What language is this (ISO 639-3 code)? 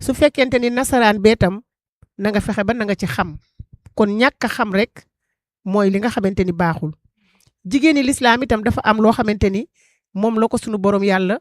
wol